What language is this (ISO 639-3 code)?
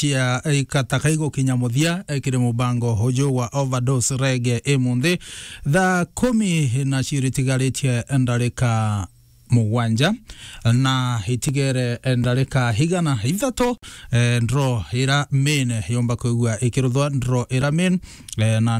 mer